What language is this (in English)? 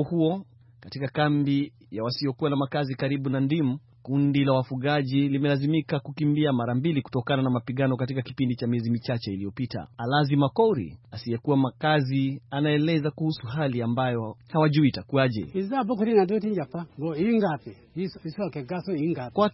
Swahili